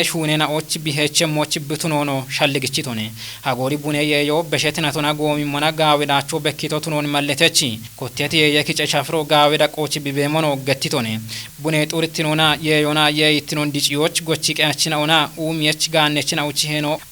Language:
Kafa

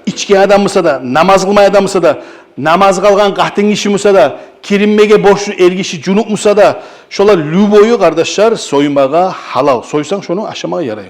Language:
Kumyk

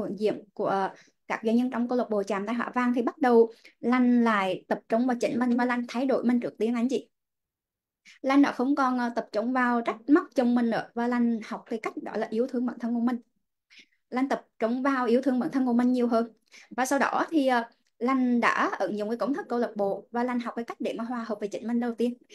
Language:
Vietnamese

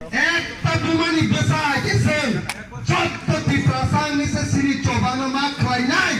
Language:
Kok Borok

